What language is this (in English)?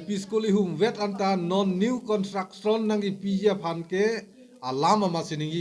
Karbi